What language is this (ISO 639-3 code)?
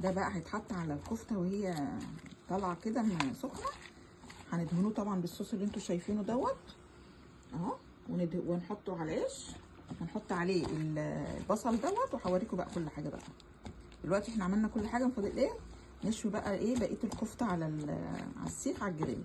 arz